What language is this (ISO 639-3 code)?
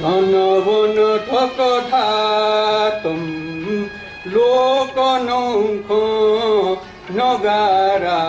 new